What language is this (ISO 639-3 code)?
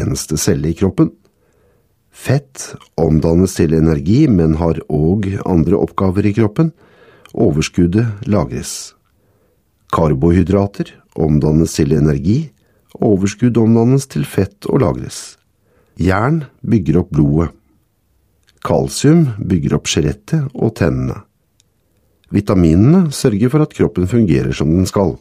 nor